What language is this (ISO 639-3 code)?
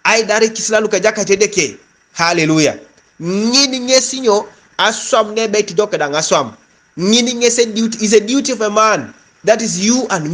teo